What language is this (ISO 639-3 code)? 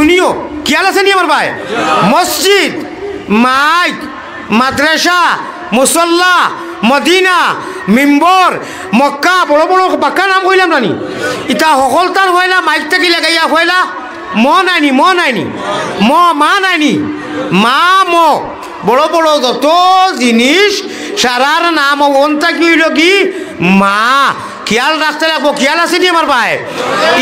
syl